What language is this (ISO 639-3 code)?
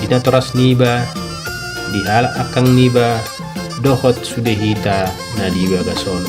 bbc